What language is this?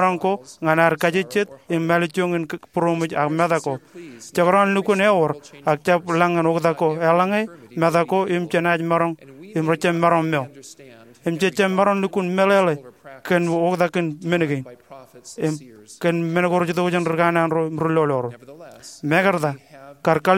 Marshallese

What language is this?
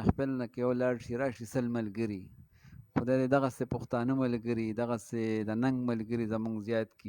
Pashto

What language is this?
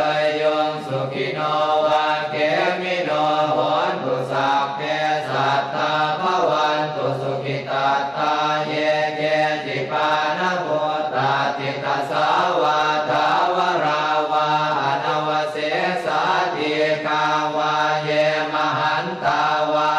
Pali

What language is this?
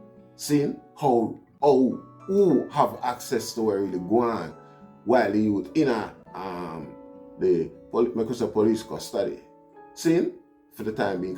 Jamaican Creole English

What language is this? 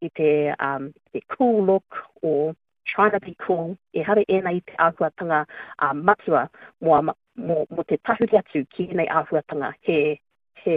Māori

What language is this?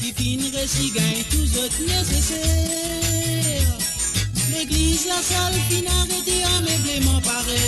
Morisyen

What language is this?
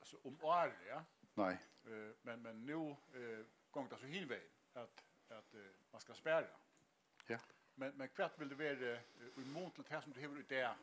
Faroese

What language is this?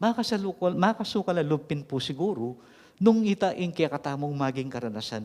Pampanga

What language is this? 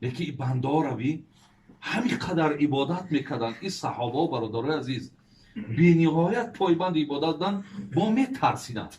Tajik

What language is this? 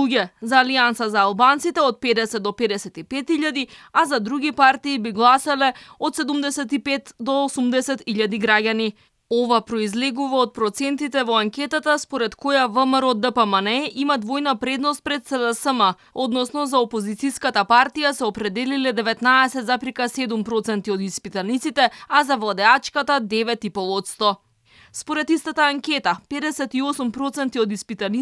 Macedonian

